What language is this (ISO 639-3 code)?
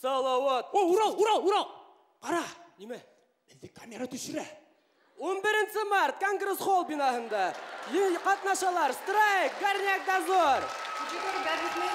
bak